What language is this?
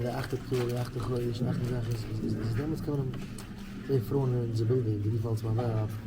Yiddish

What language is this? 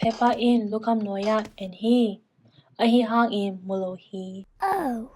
Tedim Chin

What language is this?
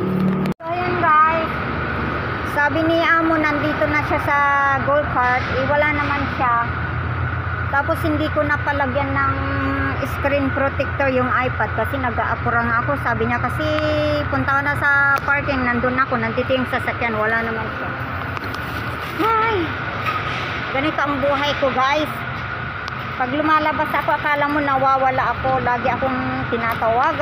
Filipino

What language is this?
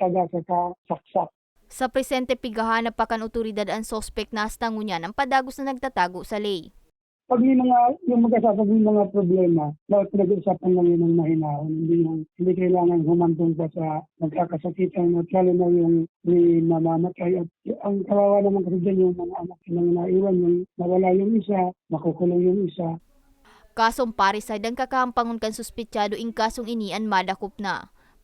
Bikol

